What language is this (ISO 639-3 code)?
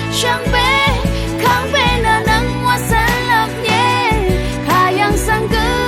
raw